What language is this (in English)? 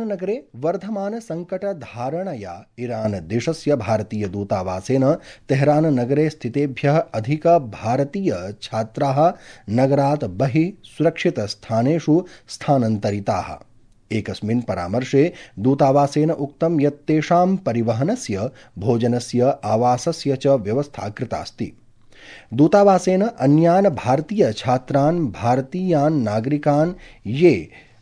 Sanskrit